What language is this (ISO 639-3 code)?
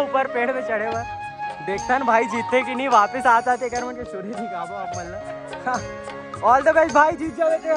hne